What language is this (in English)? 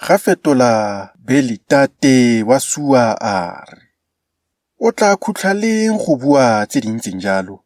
Tswana